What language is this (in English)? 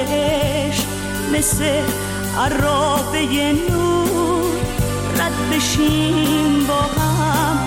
Persian